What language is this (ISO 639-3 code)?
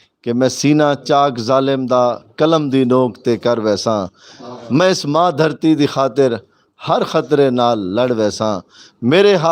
skr